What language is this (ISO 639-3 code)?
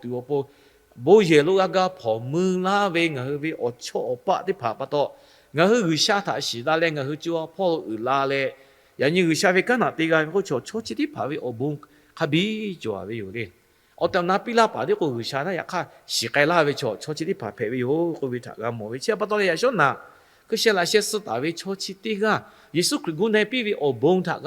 lhu